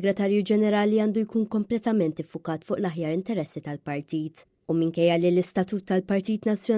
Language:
Maltese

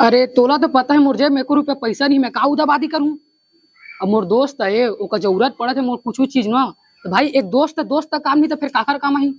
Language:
Chhattisgarhi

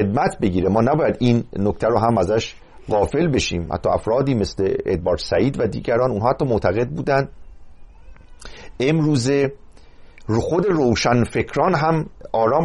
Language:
Persian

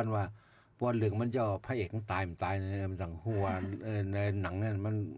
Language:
Shan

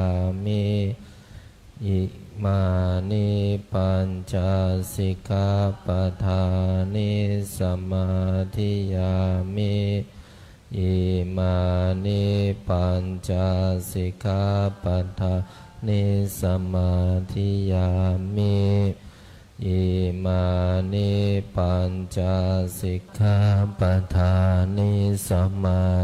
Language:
Pali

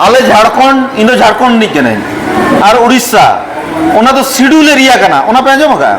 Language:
Santali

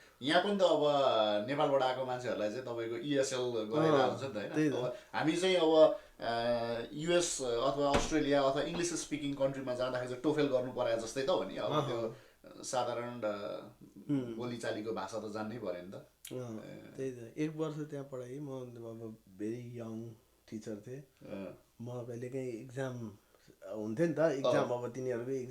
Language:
Nepali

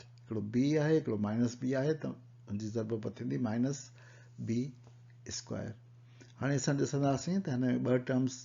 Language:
Sindhi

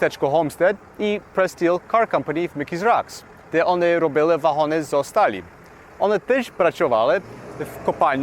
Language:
Rusyn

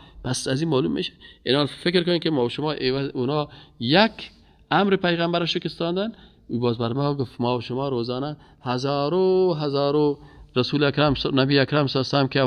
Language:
Persian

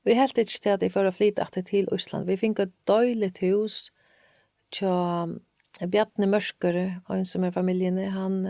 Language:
Faroese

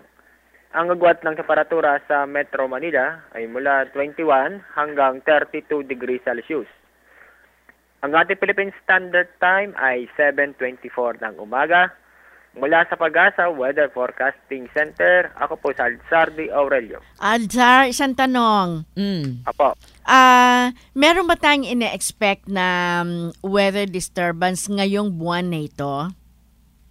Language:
Filipino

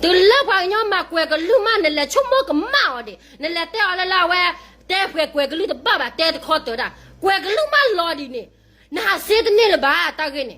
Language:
S'gaw Karen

